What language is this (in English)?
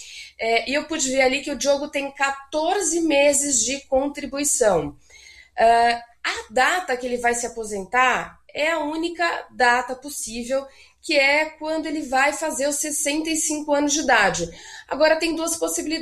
Portuguese